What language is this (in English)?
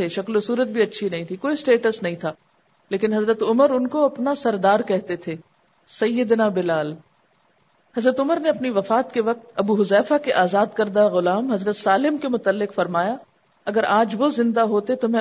Urdu